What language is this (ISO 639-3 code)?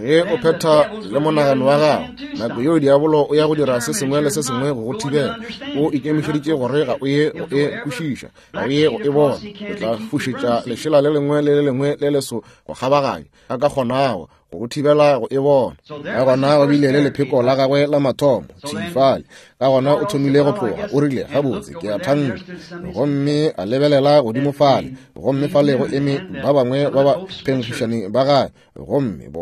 nso